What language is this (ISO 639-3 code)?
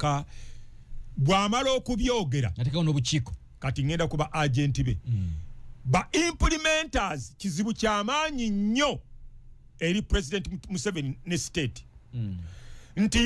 lug